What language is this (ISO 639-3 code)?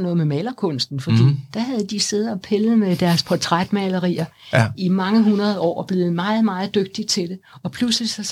dan